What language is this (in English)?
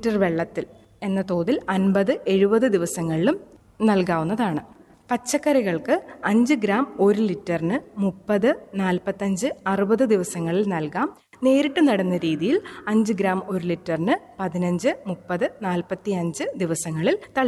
Malayalam